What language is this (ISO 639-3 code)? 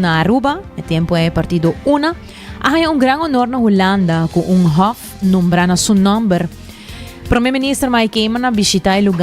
pap